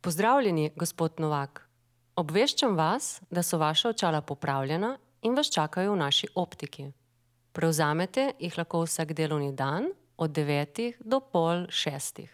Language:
Slovenian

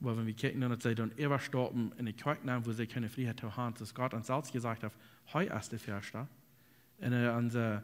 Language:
Plautdietsch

